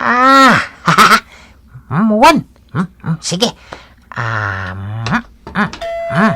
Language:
Iloko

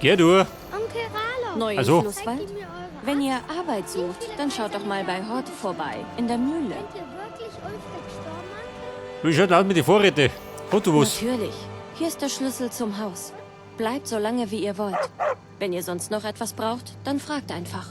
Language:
Bavarian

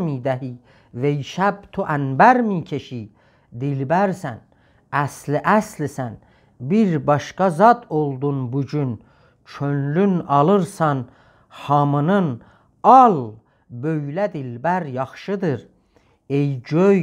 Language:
South Azerbaijani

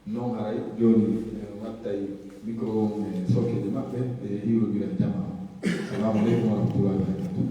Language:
Pular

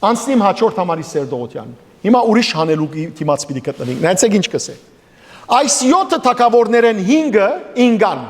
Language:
Western Armenian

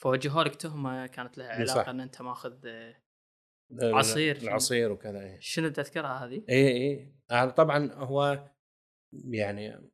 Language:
Gulf Arabic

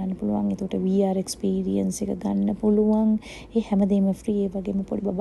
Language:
Sinhala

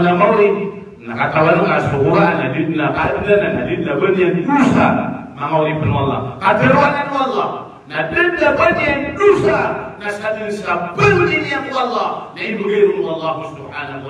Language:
Maranao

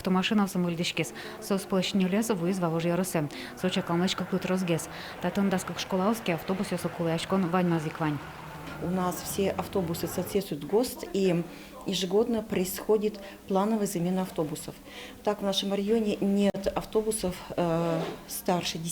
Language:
Udmurt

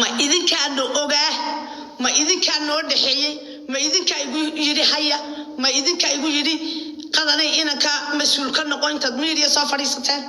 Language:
Somali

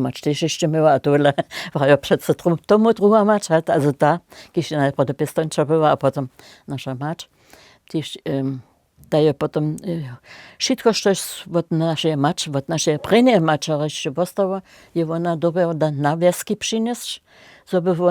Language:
Upper Sorbian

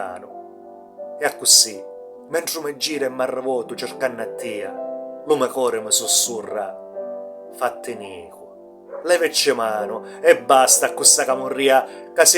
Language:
Sicilian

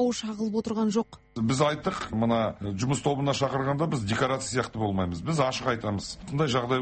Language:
Kazakh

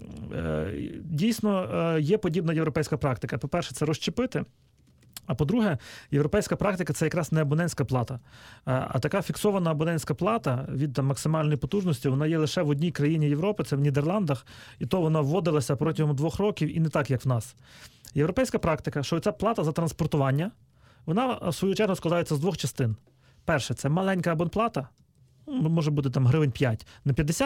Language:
Ukrainian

